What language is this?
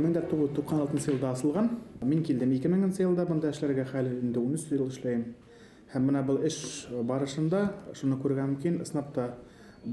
Bashkir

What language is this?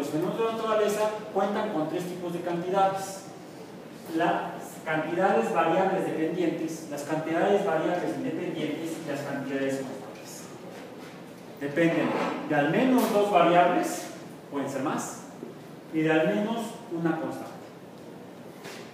Spanish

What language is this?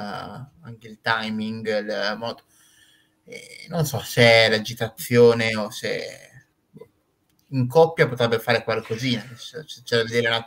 Italian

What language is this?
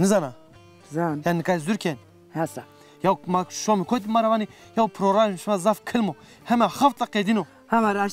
Zaza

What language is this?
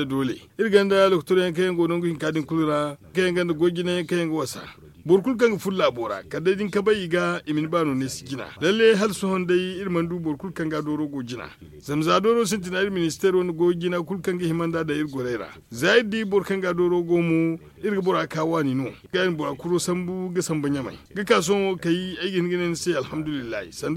Zarma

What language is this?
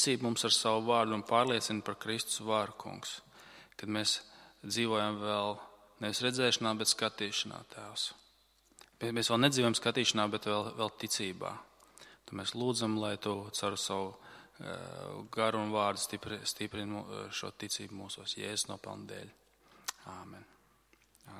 Latvian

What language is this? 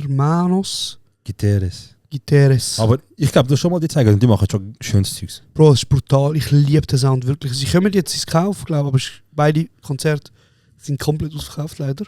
Swiss German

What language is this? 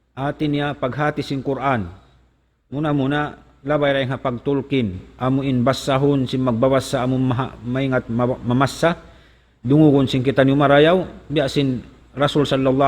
Tausug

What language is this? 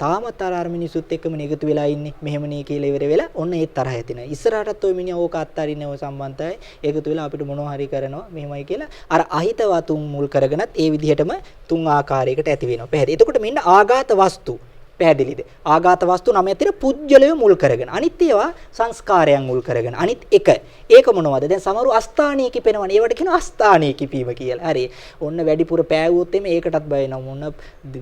Sinhala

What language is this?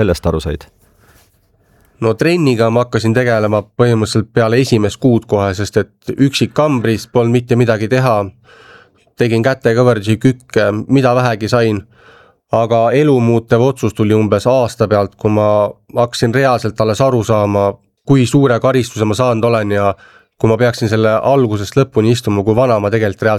Estonian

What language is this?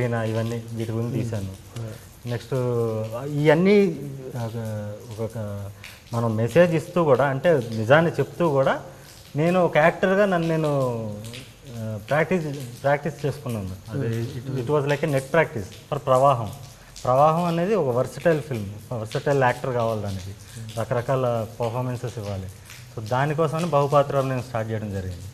Telugu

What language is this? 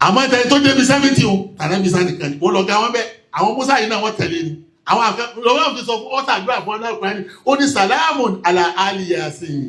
Yoruba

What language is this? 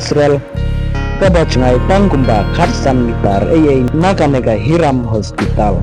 Khasi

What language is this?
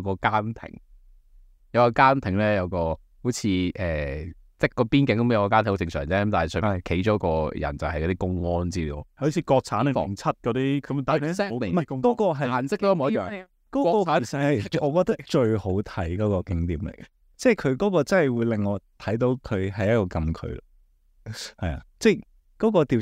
Cantonese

